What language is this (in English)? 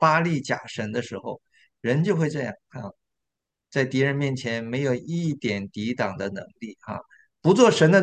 Chinese